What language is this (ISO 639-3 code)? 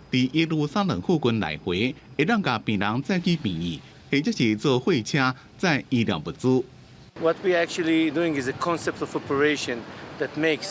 nan